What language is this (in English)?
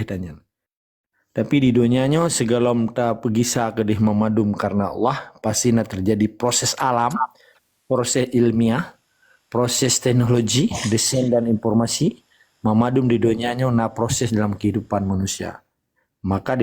Achinese